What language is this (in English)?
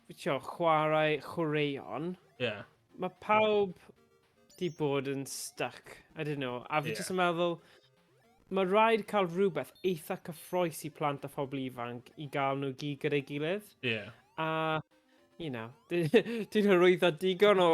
Welsh